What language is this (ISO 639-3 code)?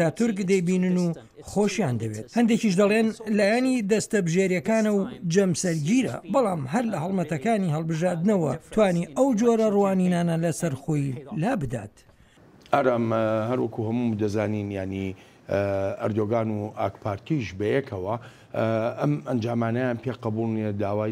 ckb